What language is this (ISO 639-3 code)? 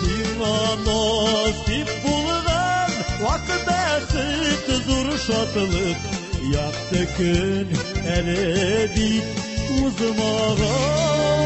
tat